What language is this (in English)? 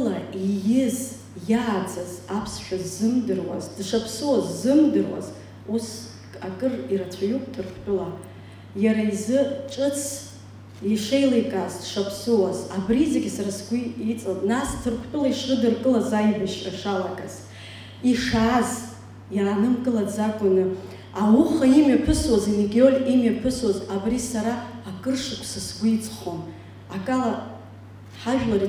Abkhazian